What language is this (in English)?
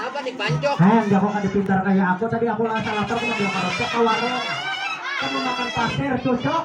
Banjar